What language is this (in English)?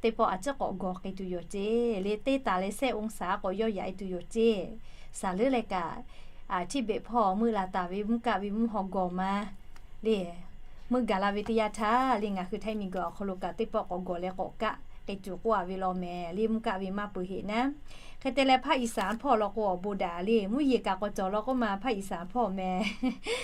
Lahu